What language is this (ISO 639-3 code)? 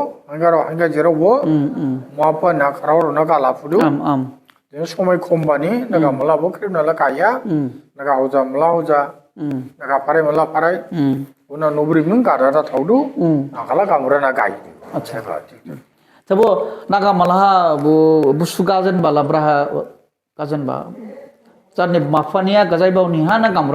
dis